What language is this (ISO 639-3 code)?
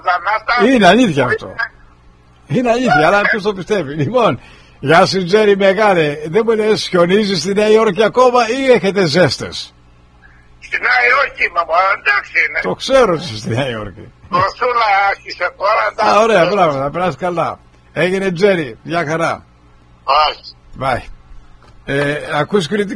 ell